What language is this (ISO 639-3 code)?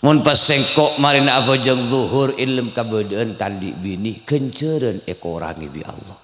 mad